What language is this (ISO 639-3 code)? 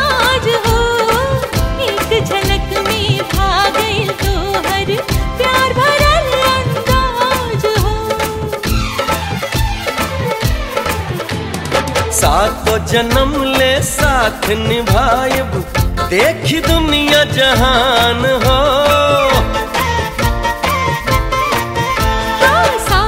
bho